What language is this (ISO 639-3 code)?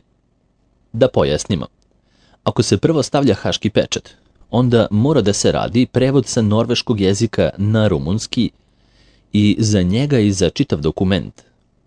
srp